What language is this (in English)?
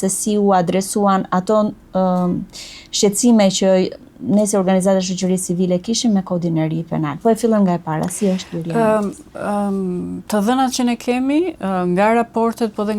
Albanian